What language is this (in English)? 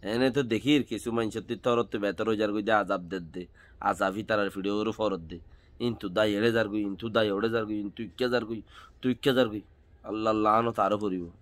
Rohingya